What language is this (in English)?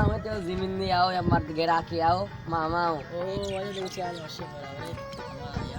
Baluchi